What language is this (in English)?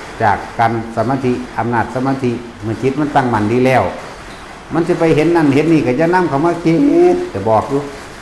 Northeastern Thai